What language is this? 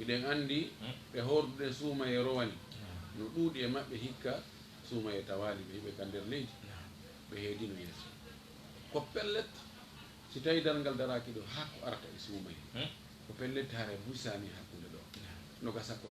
Fula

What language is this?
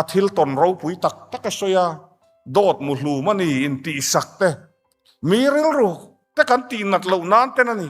Mizo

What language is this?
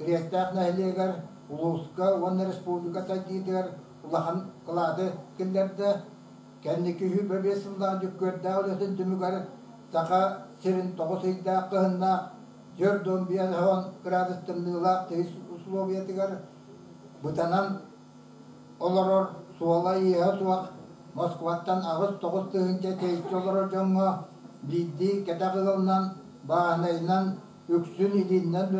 Yakut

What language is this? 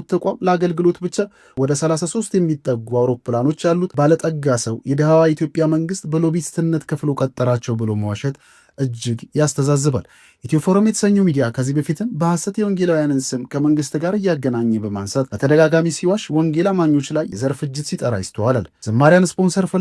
Amharic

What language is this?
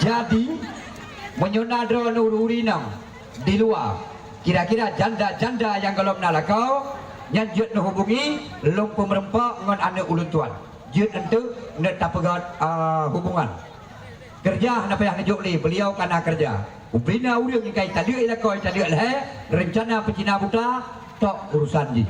Achinese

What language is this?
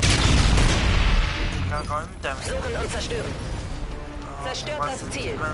Swiss German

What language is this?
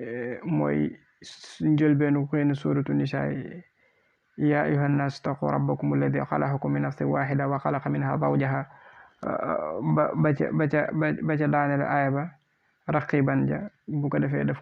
Wolof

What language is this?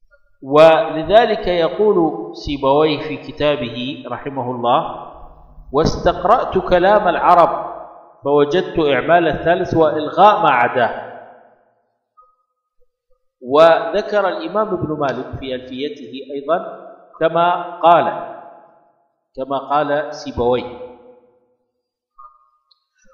Arabic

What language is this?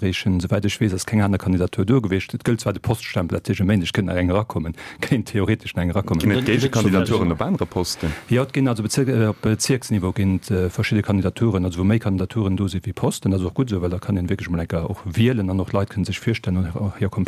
Luxembourgish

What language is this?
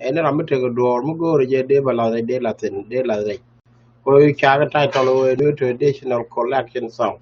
Nuer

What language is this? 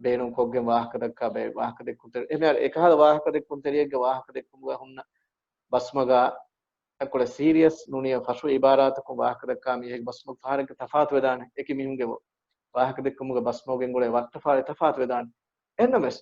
Divehi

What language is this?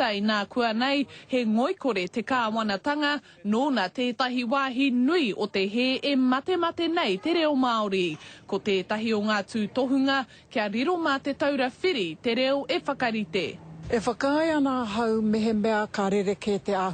Māori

